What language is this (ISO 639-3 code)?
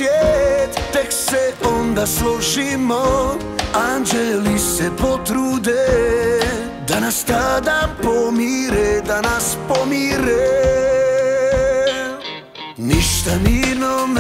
hrv